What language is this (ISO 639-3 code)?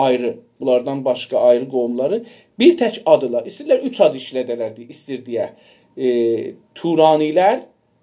azb